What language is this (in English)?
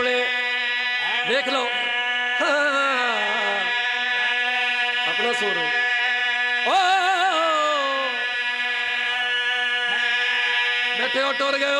Urdu